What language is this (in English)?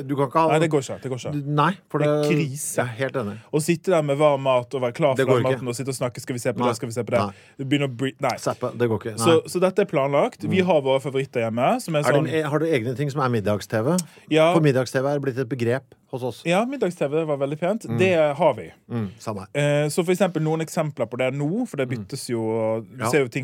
Norwegian